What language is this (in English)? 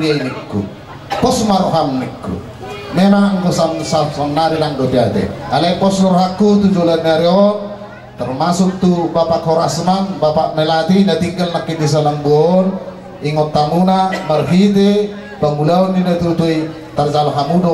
Batak Toba